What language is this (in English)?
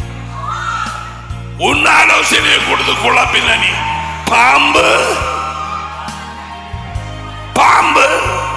Tamil